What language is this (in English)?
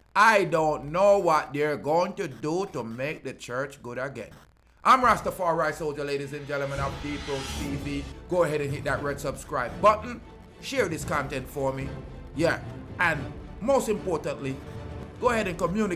Jamaican Creole English